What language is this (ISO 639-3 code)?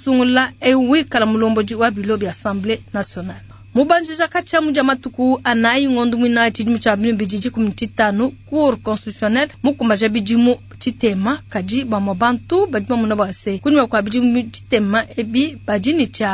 lua